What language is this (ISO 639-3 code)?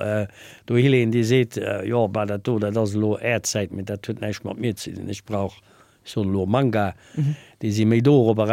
ltz